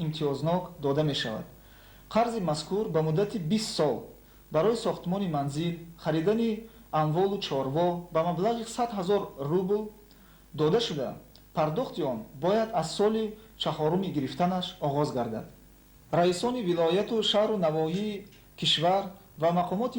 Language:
Tajik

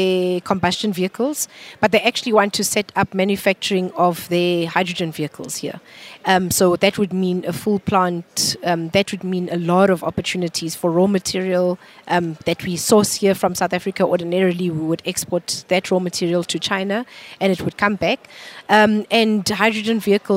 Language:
English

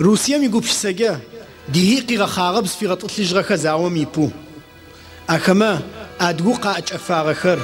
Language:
Adyghe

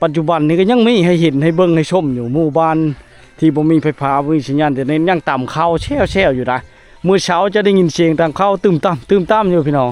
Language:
Lao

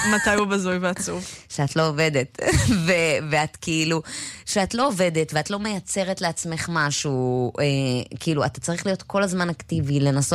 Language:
Hebrew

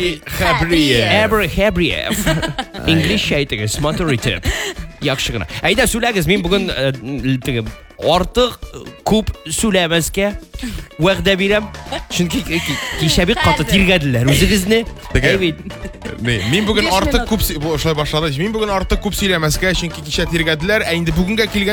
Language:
Tatar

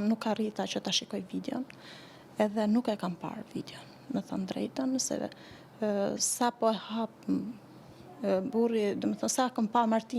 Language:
Albanian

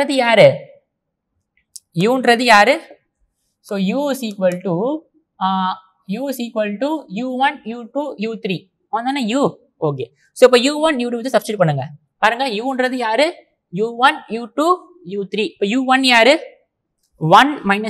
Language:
Tamil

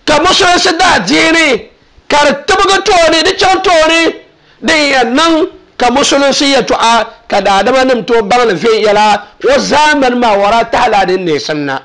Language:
Dagbani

